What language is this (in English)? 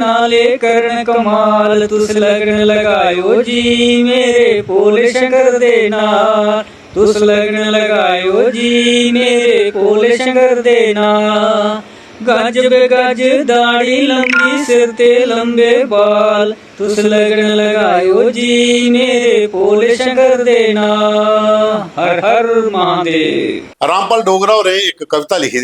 Dogri